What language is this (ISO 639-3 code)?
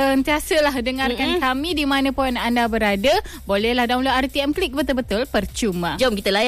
msa